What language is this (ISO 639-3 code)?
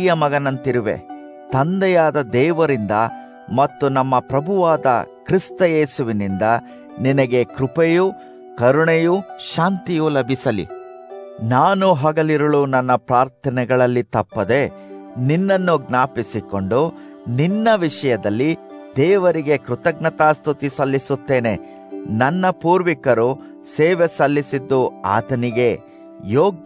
kan